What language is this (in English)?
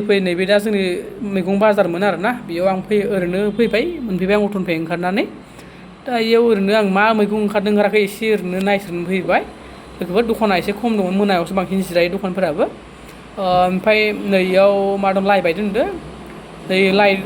Bodo